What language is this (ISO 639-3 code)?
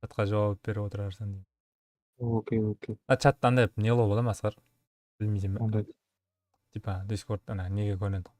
kaa